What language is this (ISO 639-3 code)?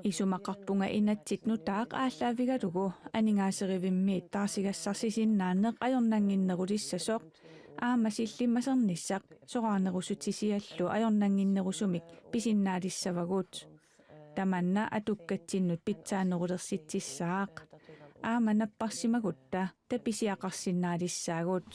kal